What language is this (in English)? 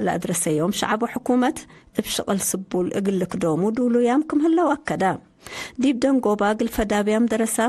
Tigre